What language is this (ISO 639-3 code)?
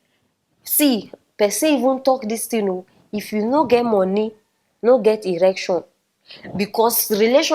pcm